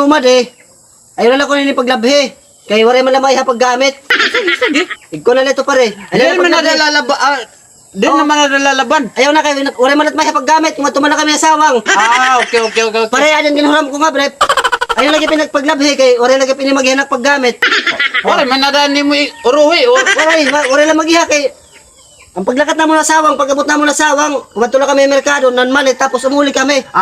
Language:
Waray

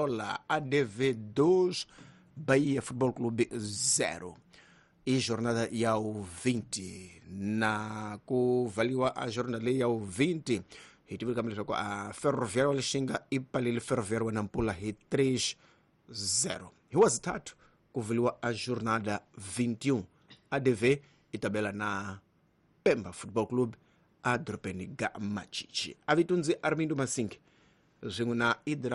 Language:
Tsonga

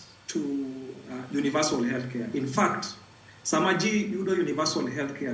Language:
Luo (Kenya and Tanzania)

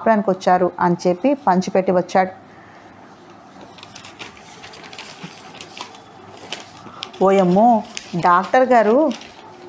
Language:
Telugu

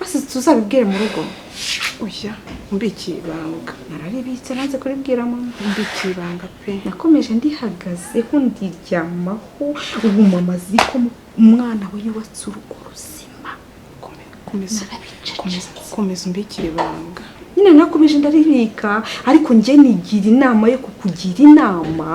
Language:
Kinyarwanda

